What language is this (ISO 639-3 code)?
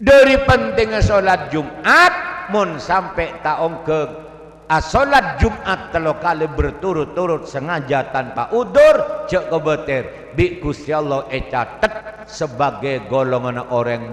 mad